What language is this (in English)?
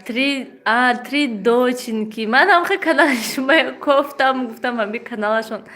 Tajik